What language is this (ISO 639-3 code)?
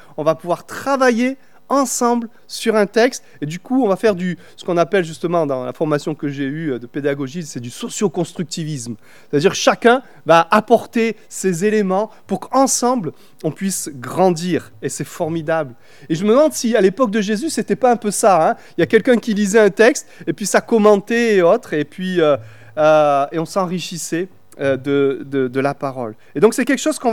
fra